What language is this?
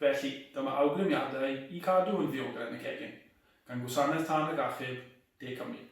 Welsh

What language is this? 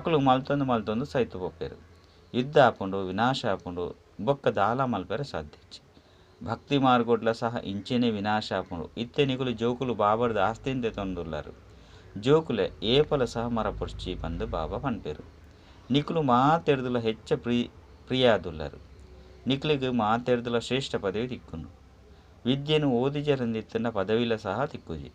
Tulu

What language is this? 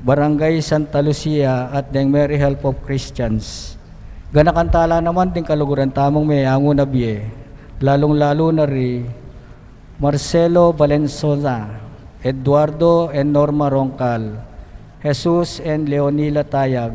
Pampanga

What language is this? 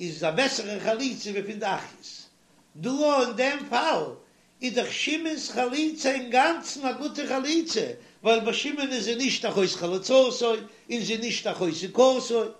Yiddish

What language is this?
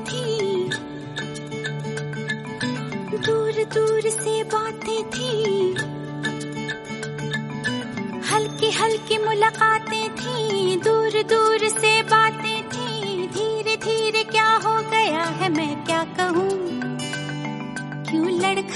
Hindi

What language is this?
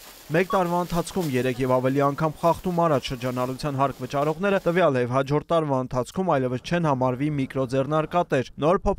Armenian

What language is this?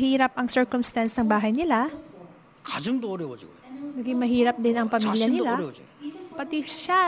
Filipino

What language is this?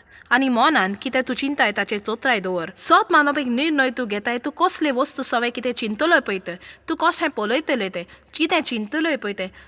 Konkani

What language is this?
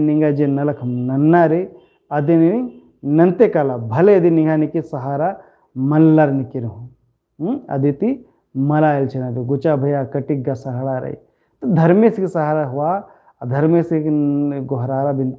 Kurukh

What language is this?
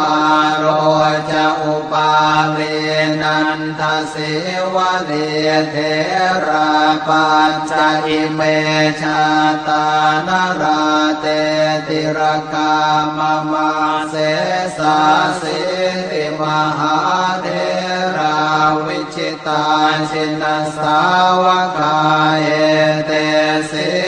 Pali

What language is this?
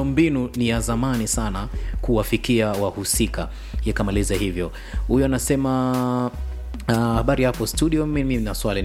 Swahili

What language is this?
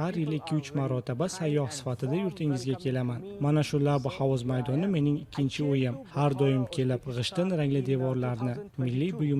Uzbek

